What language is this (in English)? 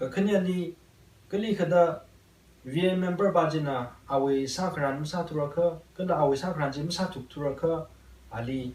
Tangkhul Naga (India)